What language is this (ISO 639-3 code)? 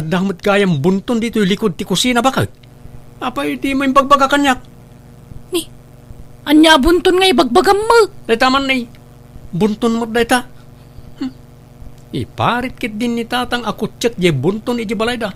ilo